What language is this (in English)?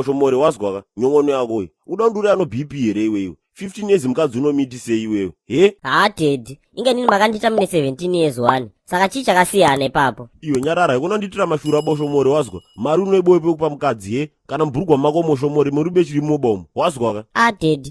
Shona